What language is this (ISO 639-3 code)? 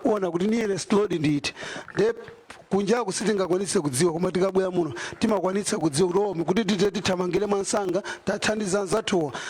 nya